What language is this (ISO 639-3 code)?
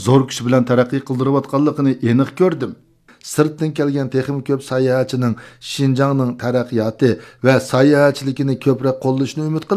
uig